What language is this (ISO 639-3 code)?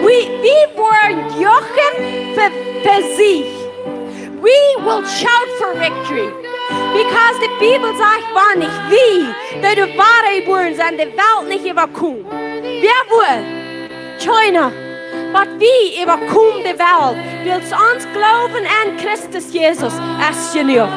pdt